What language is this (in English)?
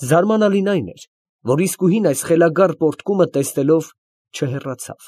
Armenian